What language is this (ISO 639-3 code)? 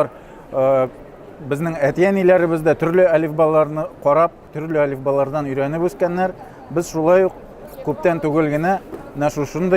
tat